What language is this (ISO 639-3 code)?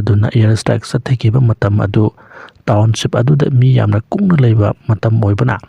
mni